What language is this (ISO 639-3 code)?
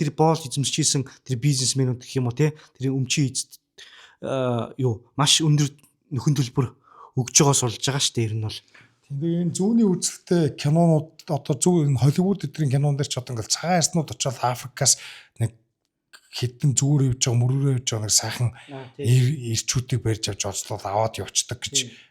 mon